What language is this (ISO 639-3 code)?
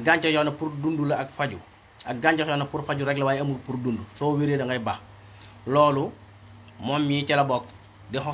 wol